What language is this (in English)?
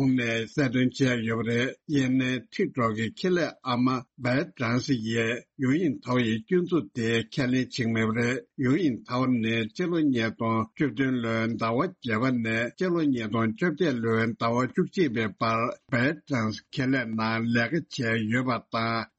Tibetan